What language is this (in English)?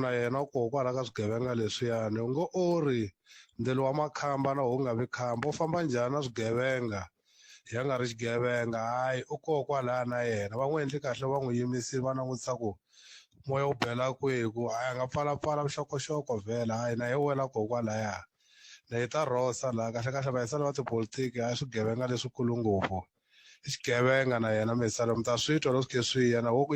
Tsonga